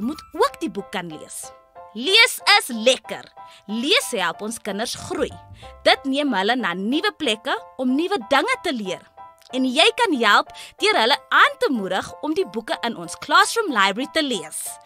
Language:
Afrikaans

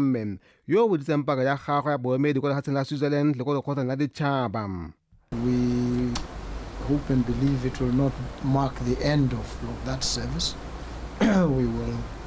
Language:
Tswana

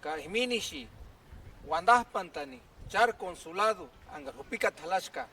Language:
Purepecha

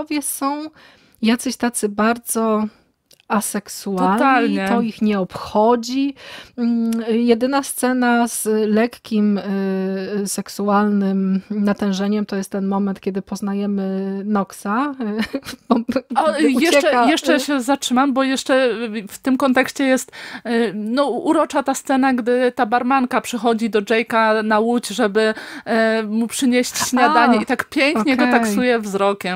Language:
Polish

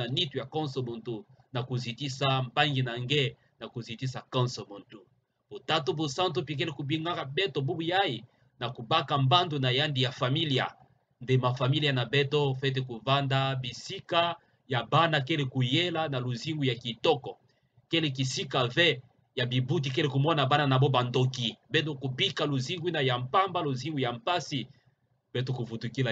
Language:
Kituba (Democratic Republic of Congo)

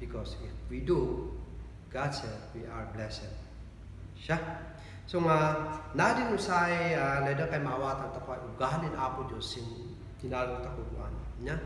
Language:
Kankanaey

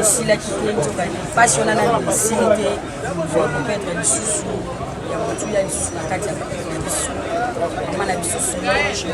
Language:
Lingala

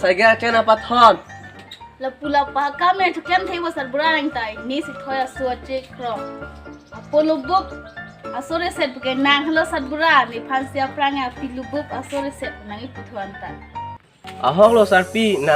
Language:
Karbi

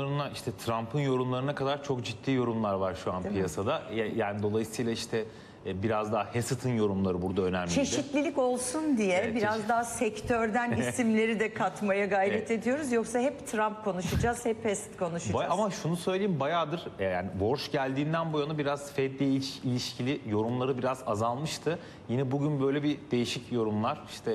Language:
Turkish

